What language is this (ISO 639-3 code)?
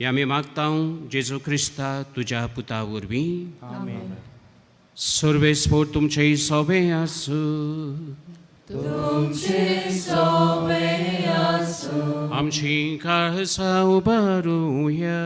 kok